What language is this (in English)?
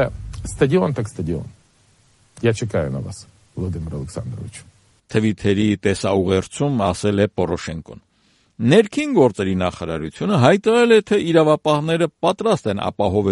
Armenian